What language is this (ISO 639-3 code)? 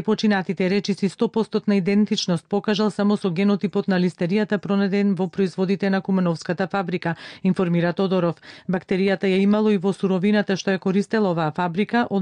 mkd